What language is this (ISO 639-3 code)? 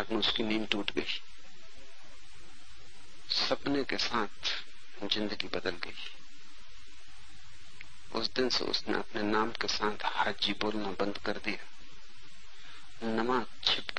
hin